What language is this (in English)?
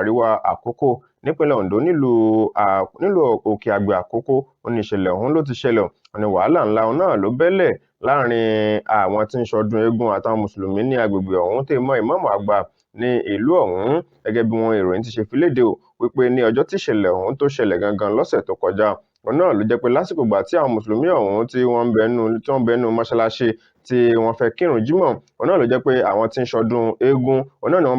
Yoruba